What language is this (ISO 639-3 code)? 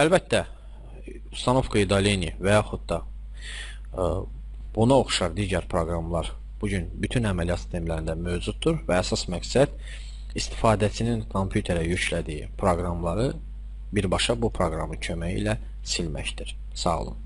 aze